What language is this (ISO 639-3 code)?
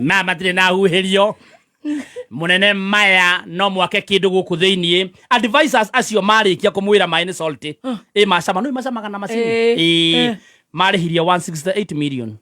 kik